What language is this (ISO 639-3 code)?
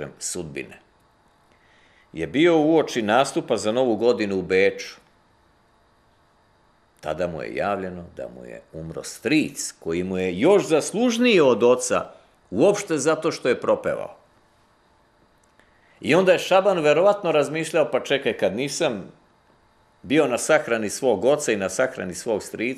srp